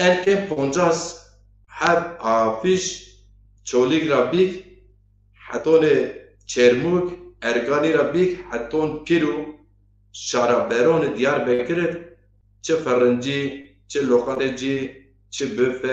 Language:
Zaza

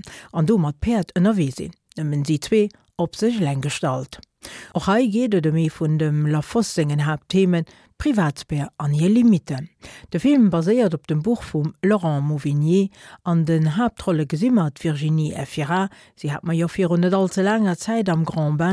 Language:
Luxembourgish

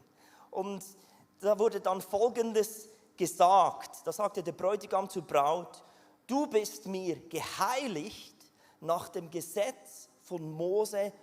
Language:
Swiss German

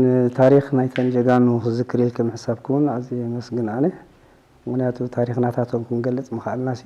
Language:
Tigrinya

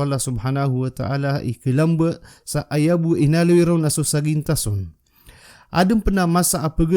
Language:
Maranao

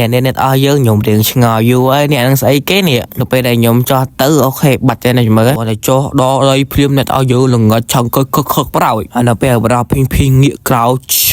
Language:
Khmer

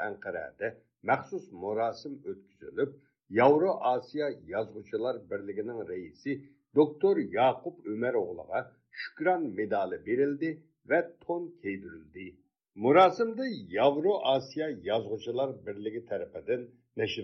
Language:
Uyghur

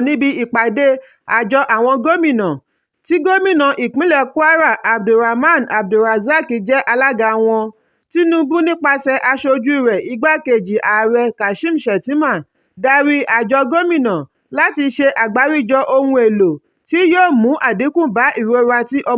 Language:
Yoruba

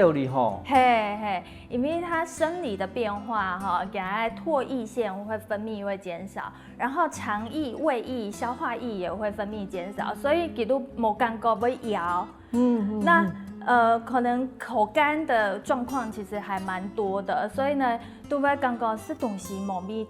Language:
Hakka Chinese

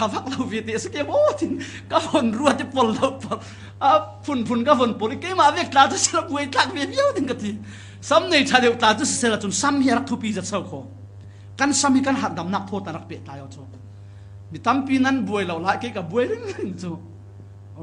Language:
Falam Chin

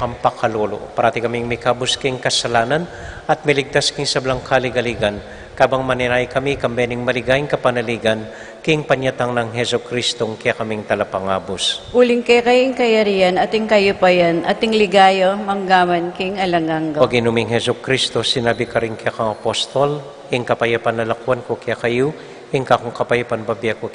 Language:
Pampanga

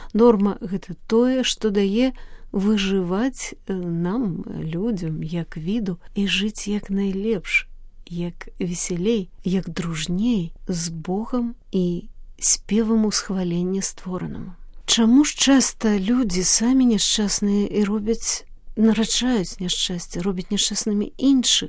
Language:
Belarusian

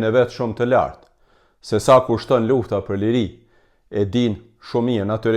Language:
Albanian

